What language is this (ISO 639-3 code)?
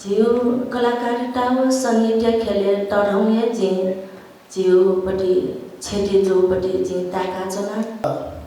new